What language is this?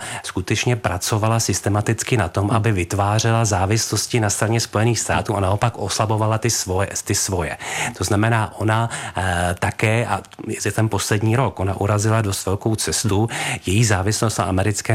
Czech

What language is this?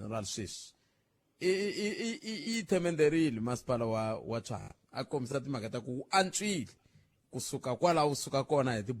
Tsonga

